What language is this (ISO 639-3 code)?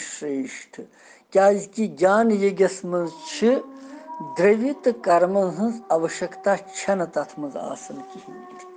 kas